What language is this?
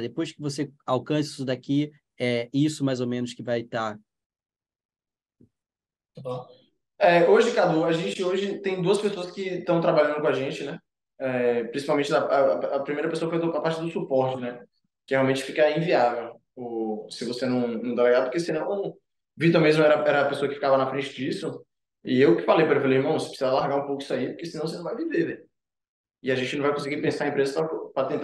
Portuguese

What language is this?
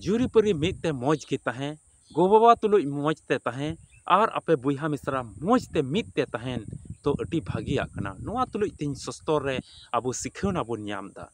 Santali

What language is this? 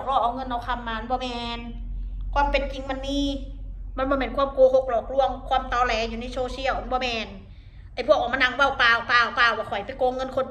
Northeastern Thai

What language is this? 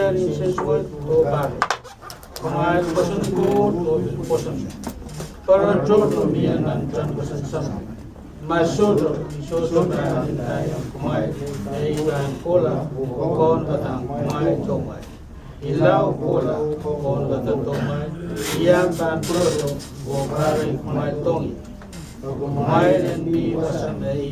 Pohnpeian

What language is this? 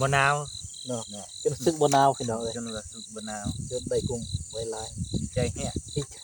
Northeastern Thai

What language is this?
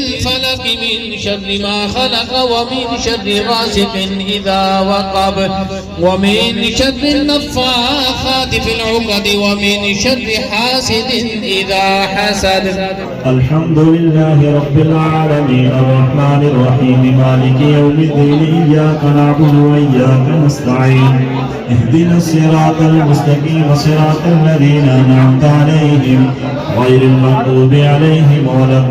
Pahari-Potwari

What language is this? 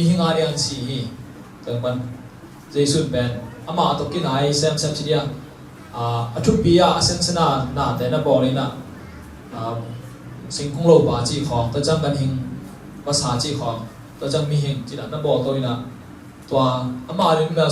Tedim Chin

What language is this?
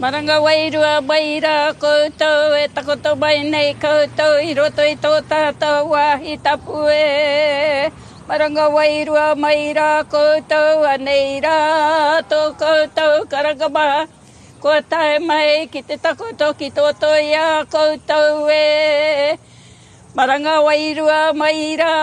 Māori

